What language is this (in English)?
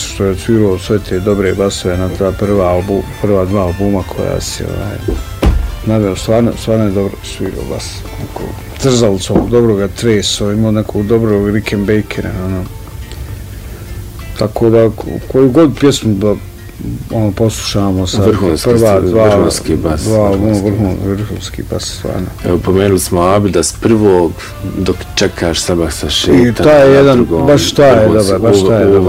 Bosnian